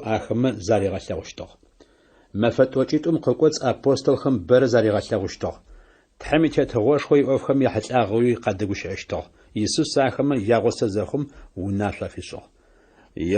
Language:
Adyghe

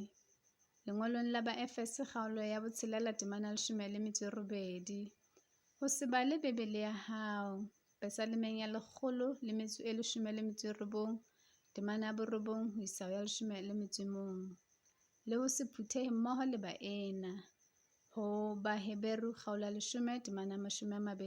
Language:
Southern Sotho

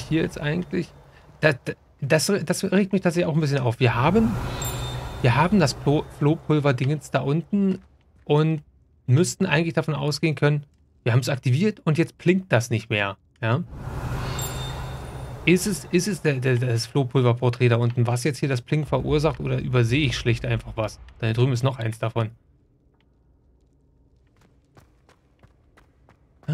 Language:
German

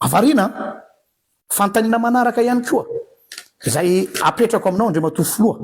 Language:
Malagasy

